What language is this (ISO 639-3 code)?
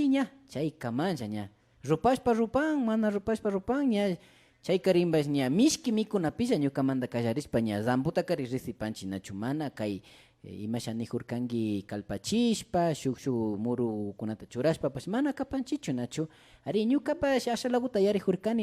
qvi